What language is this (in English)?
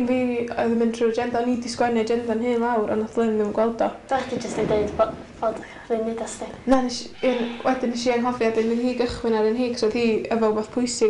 Welsh